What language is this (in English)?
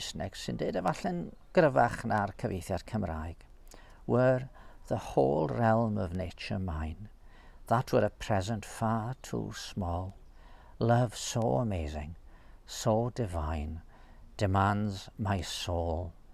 Welsh